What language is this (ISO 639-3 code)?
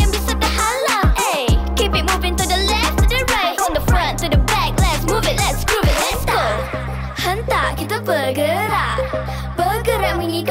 msa